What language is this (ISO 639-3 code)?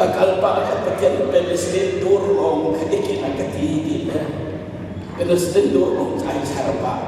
cnh